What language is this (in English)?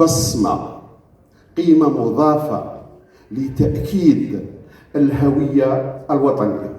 Kabyle